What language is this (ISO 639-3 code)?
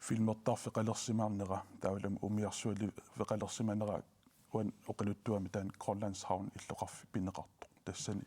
kal